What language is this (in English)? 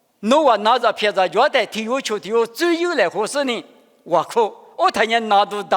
Lisu